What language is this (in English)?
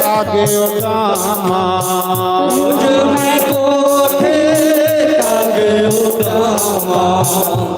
Dogri